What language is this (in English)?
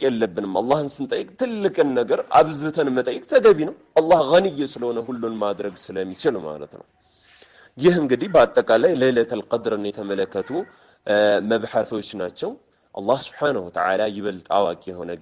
Amharic